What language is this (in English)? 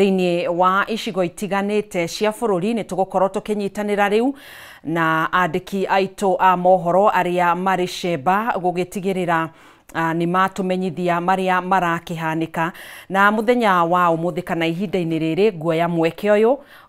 Kikuyu